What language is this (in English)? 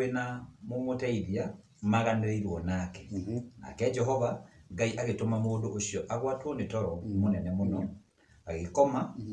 Kikuyu